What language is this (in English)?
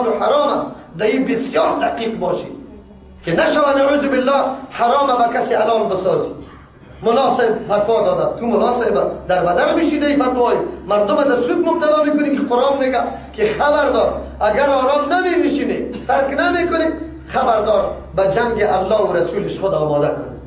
Persian